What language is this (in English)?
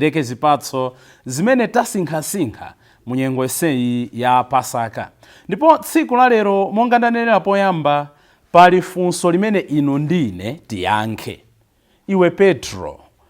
Nyanja